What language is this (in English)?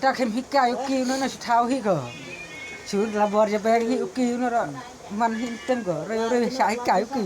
Khasi